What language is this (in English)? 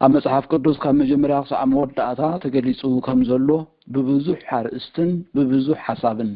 Tigrinya